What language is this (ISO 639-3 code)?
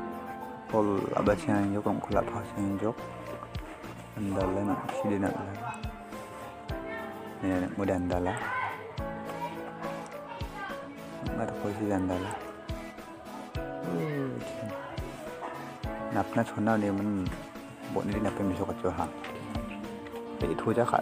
msa